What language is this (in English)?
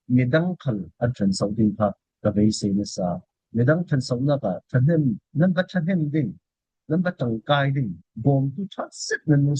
Falam Chin